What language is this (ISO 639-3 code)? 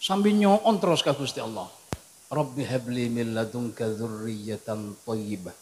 mad